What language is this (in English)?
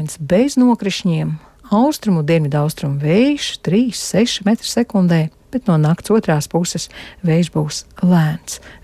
Latvian